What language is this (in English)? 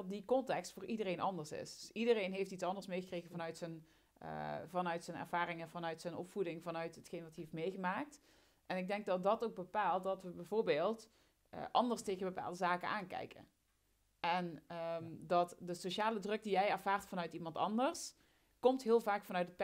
Dutch